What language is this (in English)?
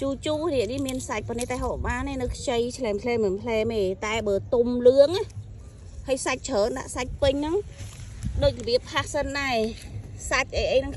Khmer